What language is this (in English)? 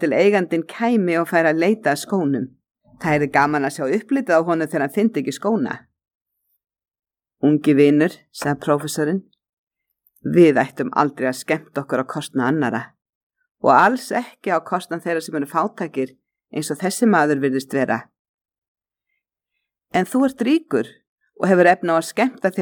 Icelandic